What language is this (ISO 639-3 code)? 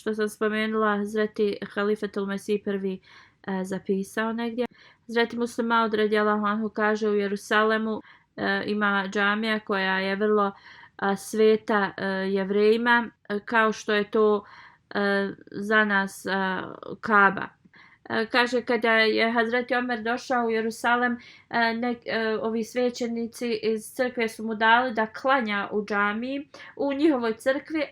bos